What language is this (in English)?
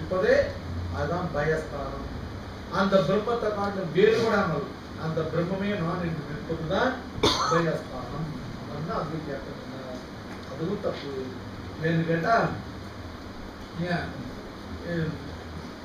Tamil